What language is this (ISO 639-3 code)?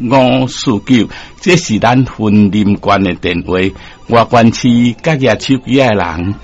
nan